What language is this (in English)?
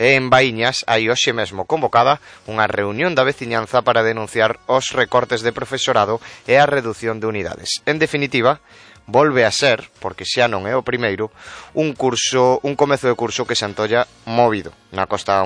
Galician